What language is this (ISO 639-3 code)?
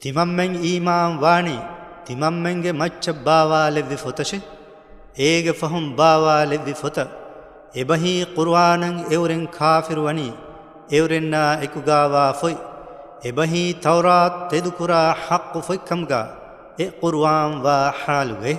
div